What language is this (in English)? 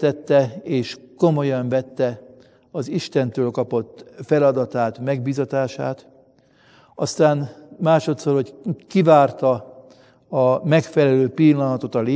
Hungarian